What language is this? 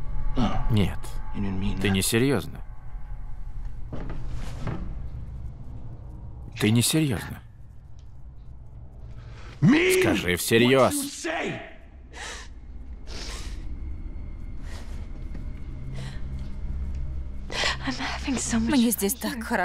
Russian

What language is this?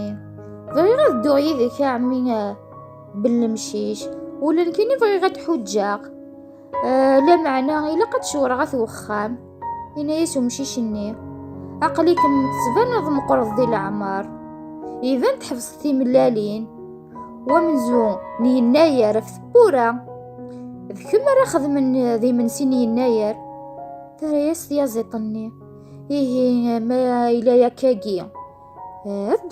Kabyle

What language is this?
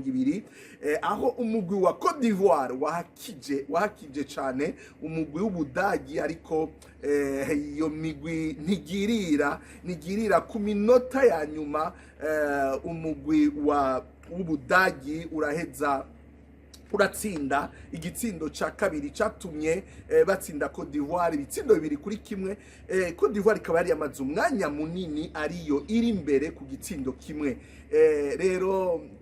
Rundi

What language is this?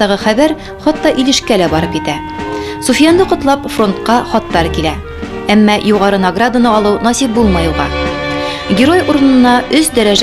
Bashkir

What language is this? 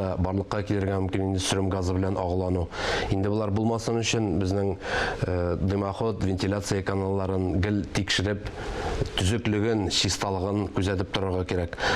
Tatar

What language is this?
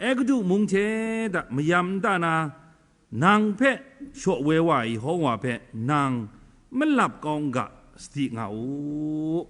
Kachin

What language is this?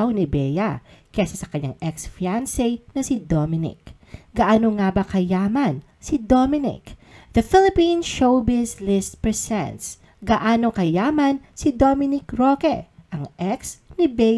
Filipino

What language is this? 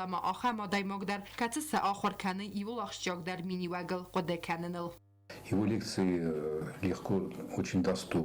Ossetic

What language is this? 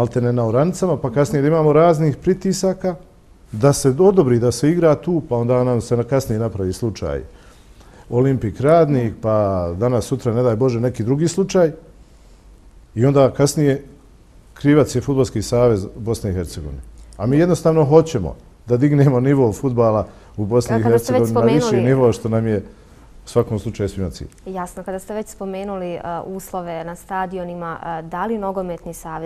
Bosnian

